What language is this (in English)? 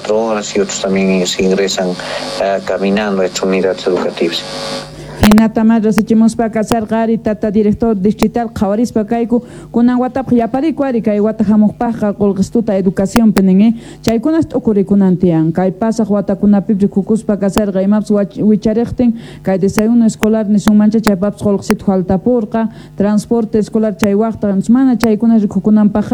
Quechua